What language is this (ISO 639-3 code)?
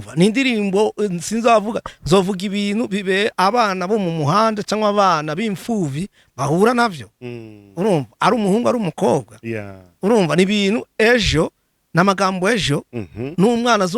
run